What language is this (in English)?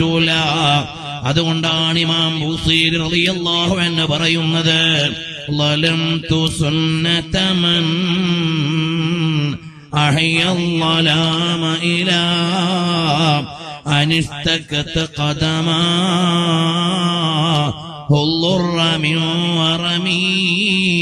Malayalam